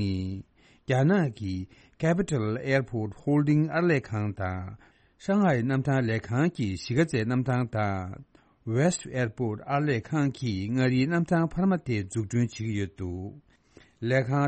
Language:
Tibetan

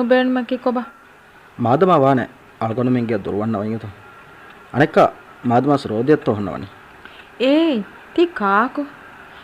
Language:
Divehi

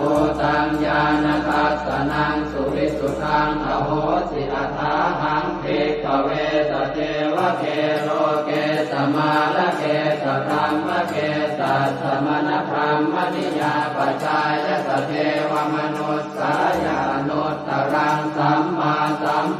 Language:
Pali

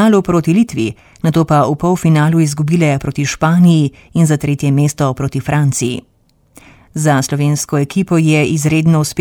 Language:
Slovenian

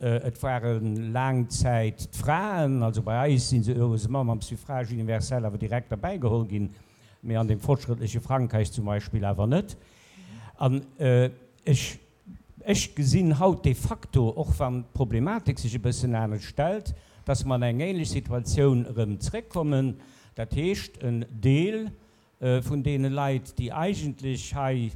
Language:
Luxembourgish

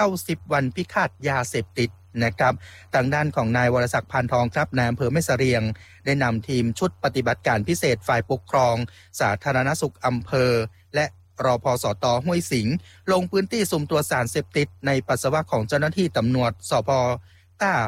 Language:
Thai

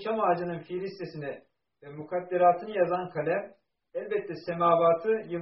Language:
Turkish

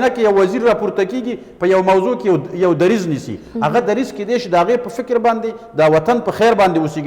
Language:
Pashto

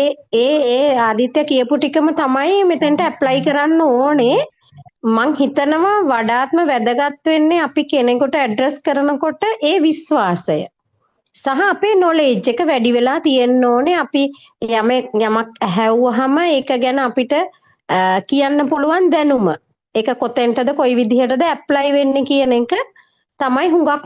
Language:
Sinhala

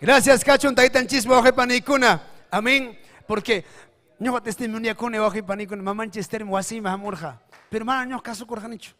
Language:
Ayacucho Quechua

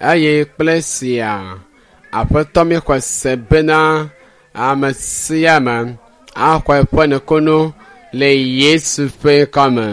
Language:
Ewe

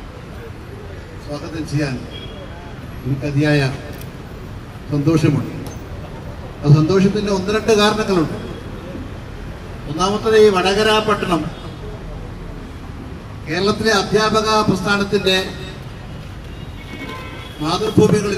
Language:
Malayalam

